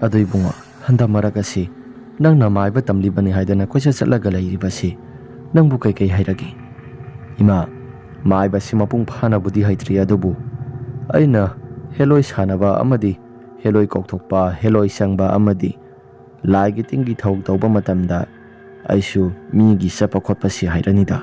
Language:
Manipuri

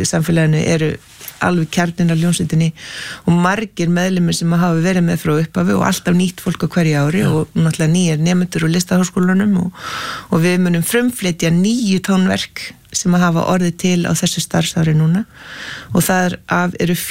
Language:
Icelandic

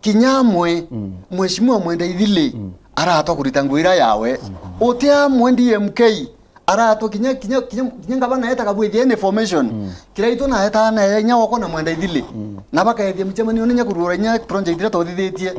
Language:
Meru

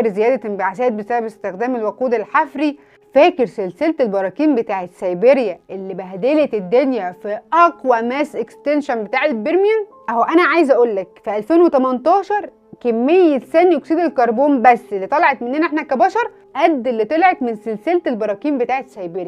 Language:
Egyptian Arabic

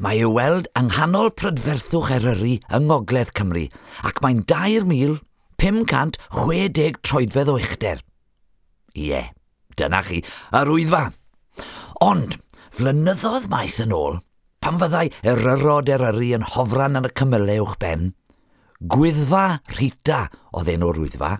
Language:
Welsh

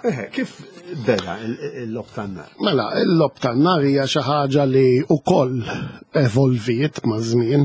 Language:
Maltese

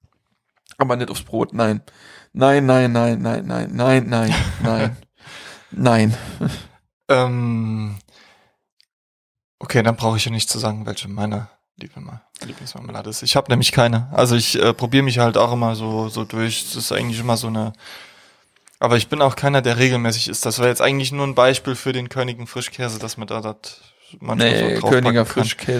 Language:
German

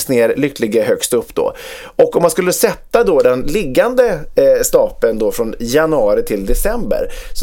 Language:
Swedish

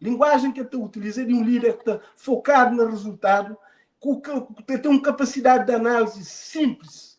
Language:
Kabuverdianu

